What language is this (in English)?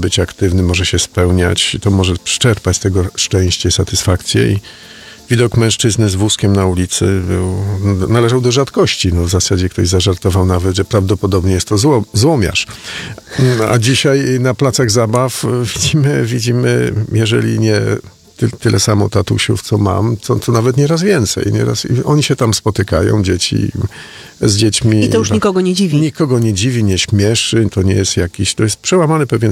Polish